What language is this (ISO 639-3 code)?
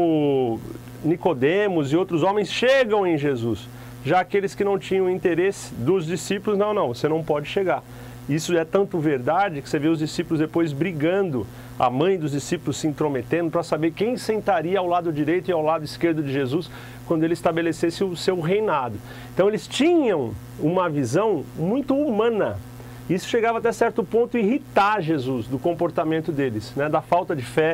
por